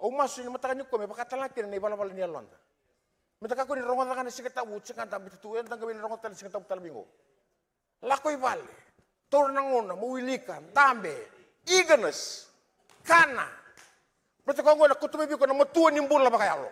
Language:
Fijian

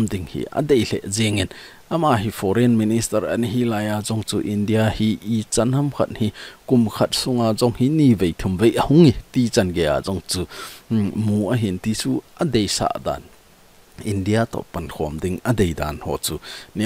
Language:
Thado Chin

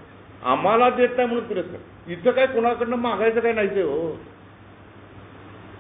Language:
Marathi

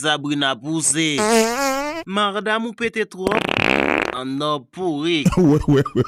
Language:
Haitian Creole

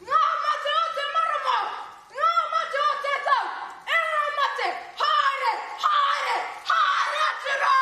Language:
Māori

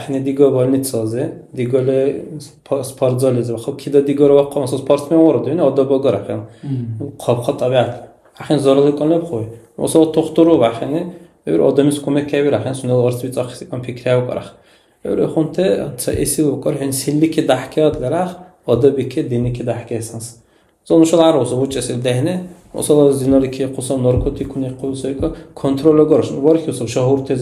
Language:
Dargwa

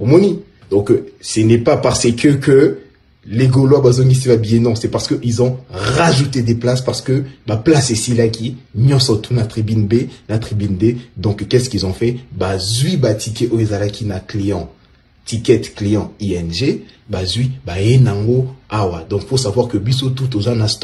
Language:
Lingala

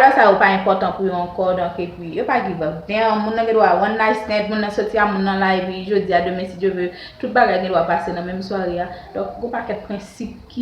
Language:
Haitian Creole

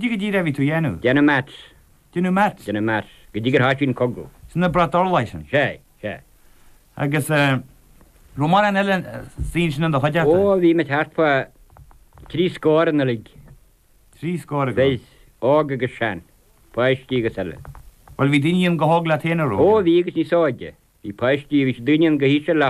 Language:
Irish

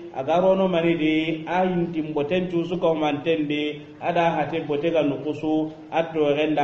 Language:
Soninke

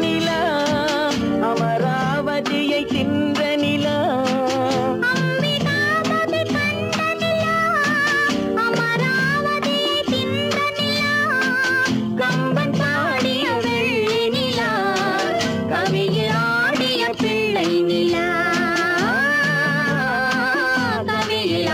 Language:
Tamil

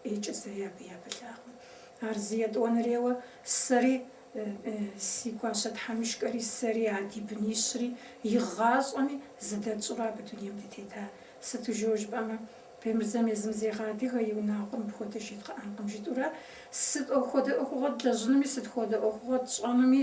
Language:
Kabardian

